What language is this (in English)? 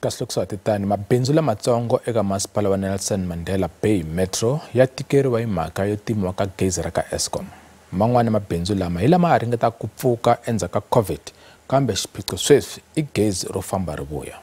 Tsonga